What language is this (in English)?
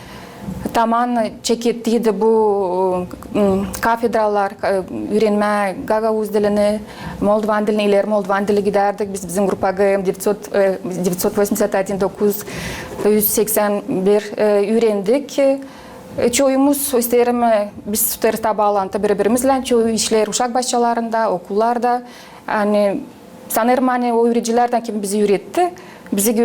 Gagauz